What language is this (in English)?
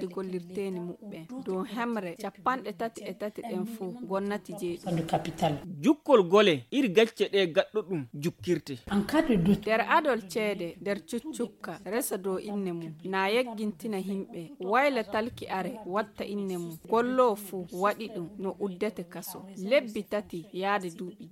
Nigerian Fulfulde